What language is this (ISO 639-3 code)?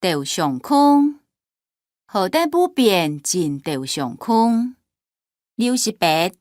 hak